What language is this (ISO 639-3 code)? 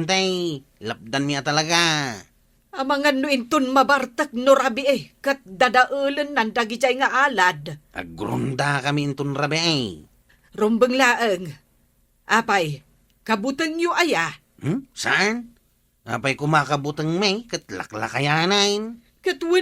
ilo